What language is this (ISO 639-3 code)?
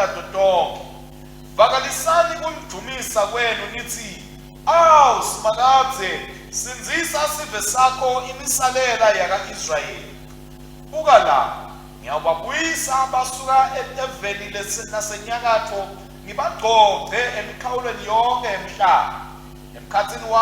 ssw